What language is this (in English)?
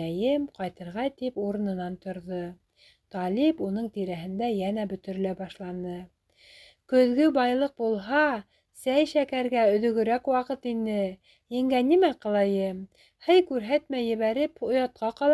Bashkir